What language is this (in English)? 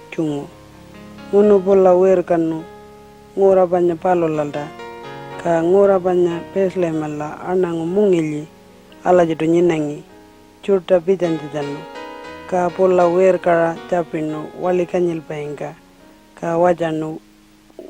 Pitjantjatjara